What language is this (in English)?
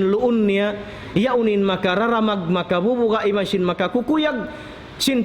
Tausug